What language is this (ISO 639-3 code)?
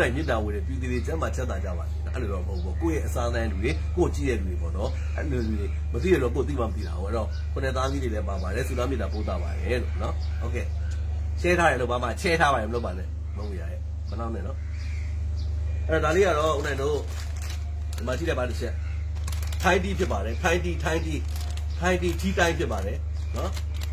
mya